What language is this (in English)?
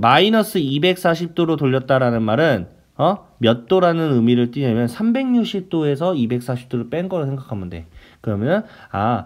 Korean